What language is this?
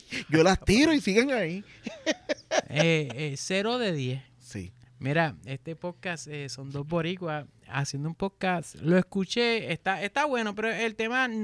Spanish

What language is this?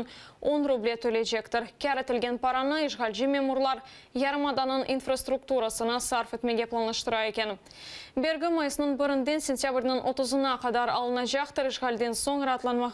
Crimean Tatar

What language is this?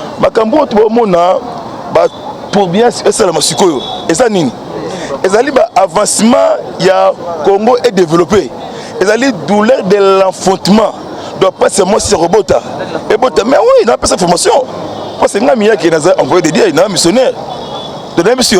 Lingala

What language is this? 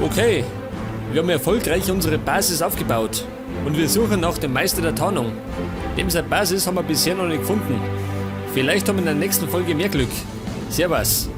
Bavarian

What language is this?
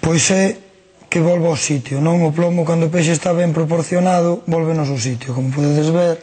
Galician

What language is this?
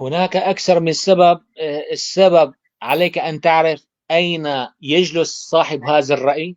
North Levantine Arabic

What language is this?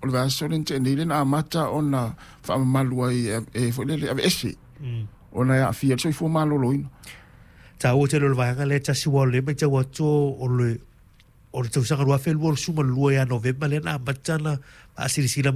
Samoan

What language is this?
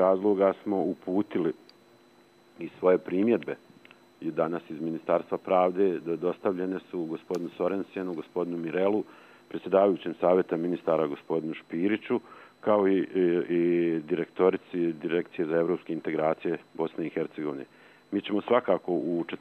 Bosnian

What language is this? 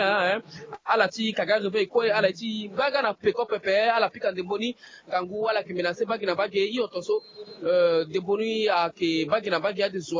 Sango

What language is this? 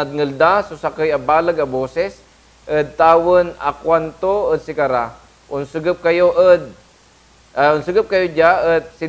Pangasinan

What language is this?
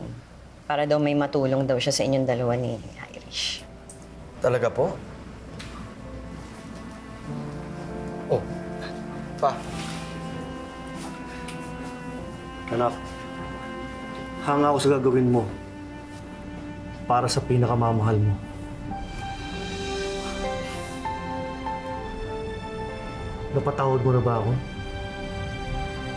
Filipino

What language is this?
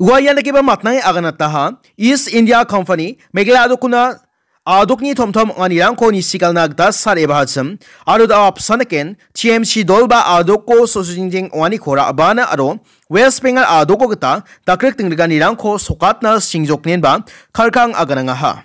Garo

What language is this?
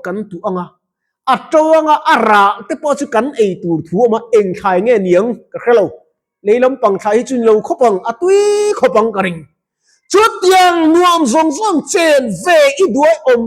Mizo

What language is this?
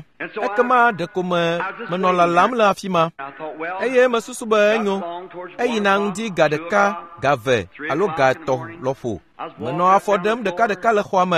Ewe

